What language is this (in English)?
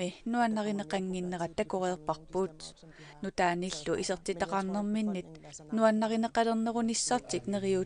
Kalaallisut